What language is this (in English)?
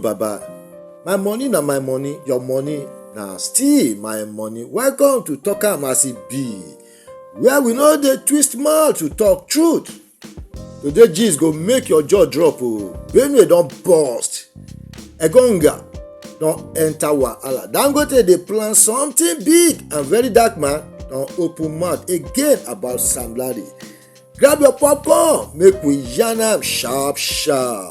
Nigerian Pidgin